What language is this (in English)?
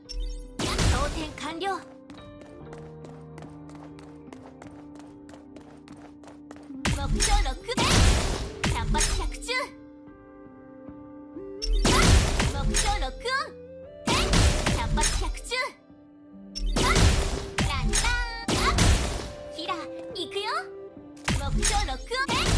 Japanese